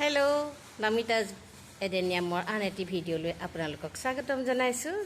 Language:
Assamese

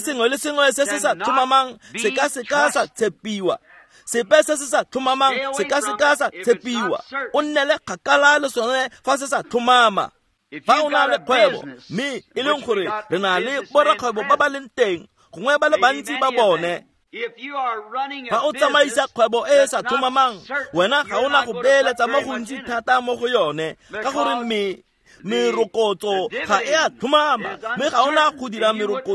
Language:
Tswana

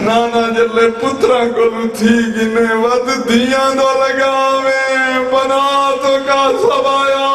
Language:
Saraiki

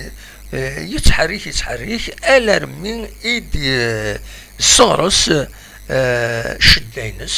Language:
Kabyle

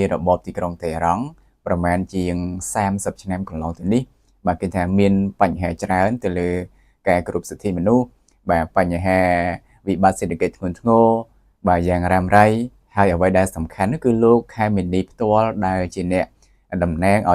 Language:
Khmer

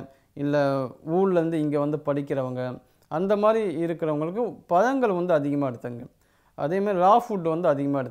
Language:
Tamil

